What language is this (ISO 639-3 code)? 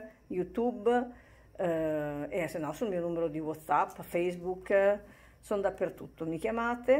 ita